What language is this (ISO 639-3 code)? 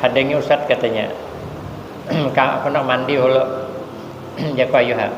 bjn